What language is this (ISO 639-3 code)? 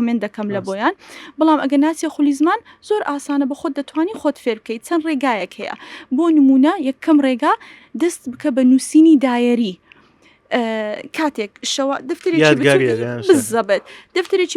ckb